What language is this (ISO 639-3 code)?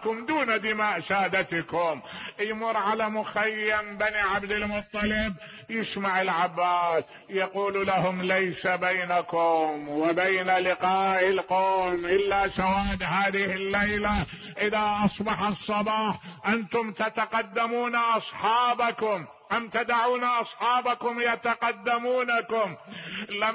acm